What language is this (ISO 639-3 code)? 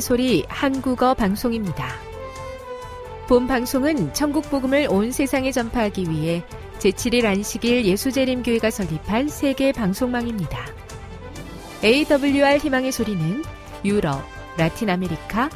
kor